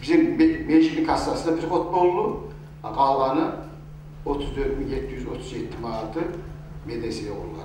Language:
Kumyk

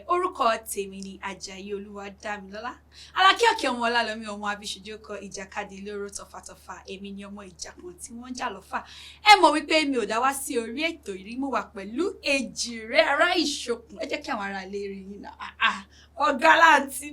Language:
Yoruba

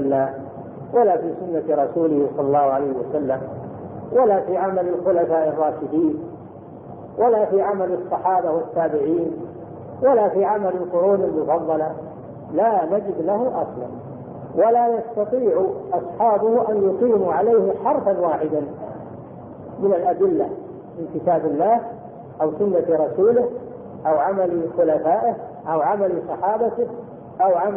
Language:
Arabic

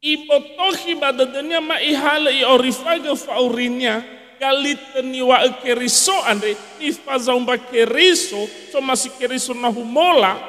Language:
Nias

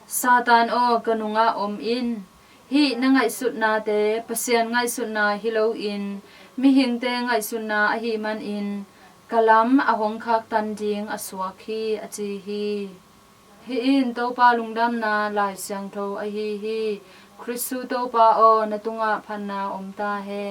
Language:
Tedim Chin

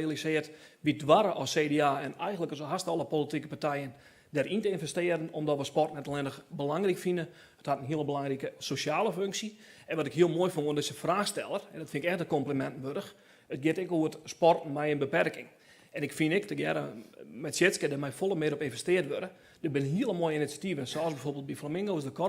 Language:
Western Frisian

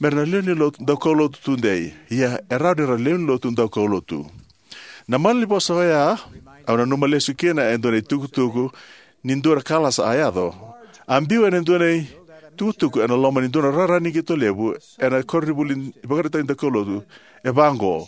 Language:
Fijian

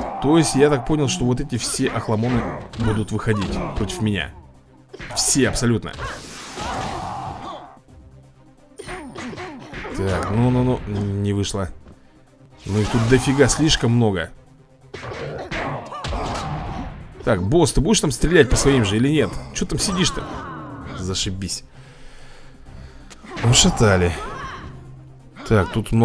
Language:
Russian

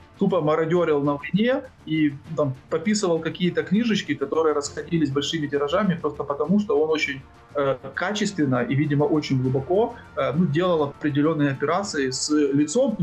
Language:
Russian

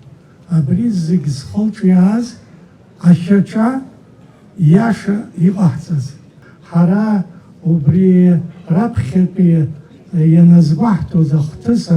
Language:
Abkhazian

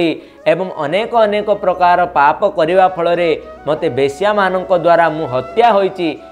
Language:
Odia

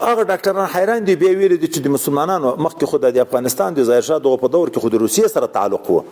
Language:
Pashto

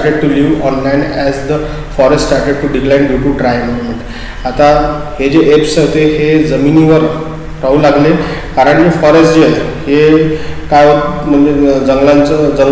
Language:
Marathi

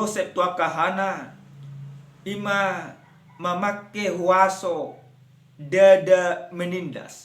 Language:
Batak Toba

